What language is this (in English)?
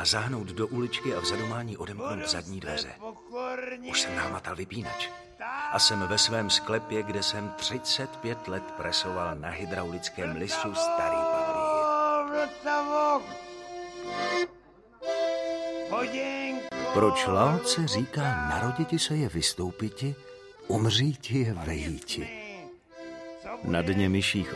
Czech